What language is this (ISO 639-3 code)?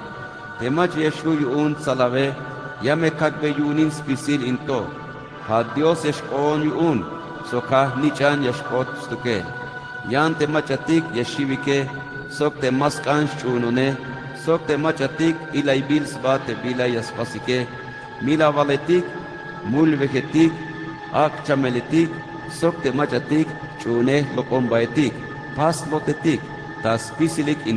tzh